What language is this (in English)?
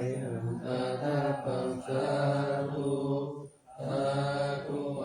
Pali